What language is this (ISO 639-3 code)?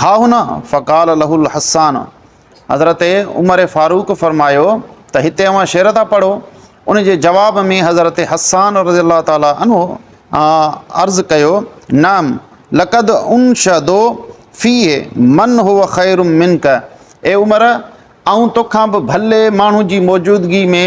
snd